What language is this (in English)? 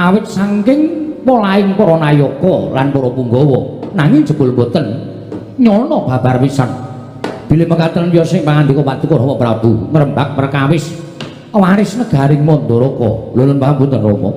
Javanese